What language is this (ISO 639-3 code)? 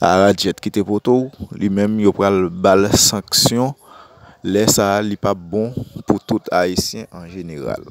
hat